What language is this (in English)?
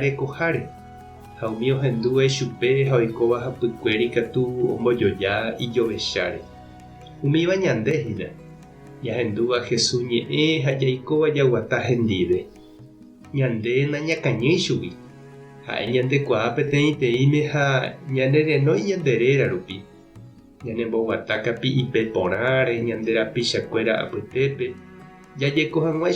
Guarani